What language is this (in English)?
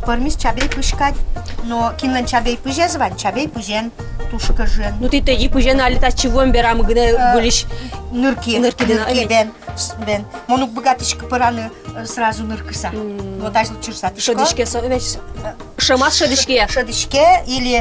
Udmurt